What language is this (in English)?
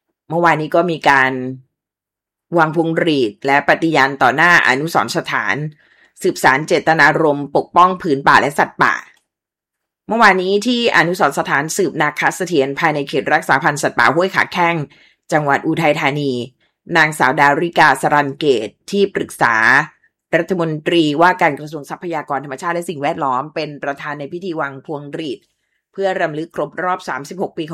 Thai